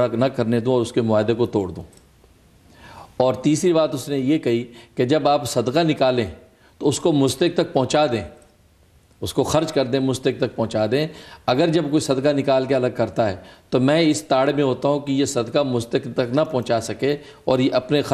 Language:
Urdu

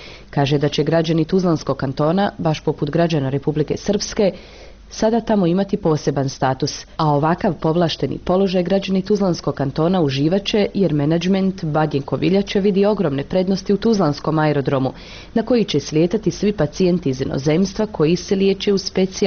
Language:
Bosnian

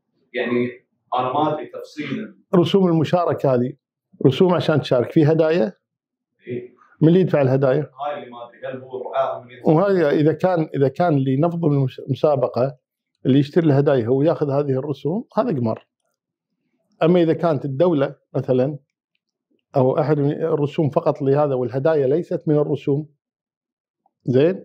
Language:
Arabic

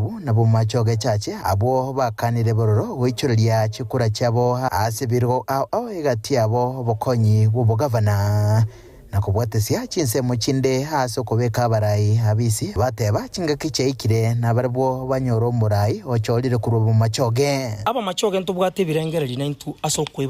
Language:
Gusii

